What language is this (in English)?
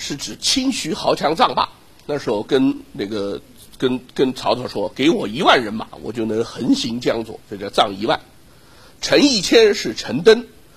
Chinese